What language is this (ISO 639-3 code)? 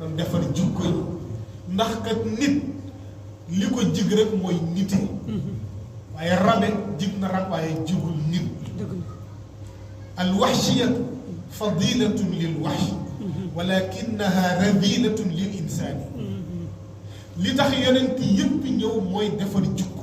wol